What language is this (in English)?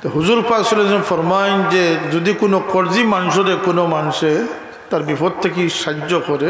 Sylheti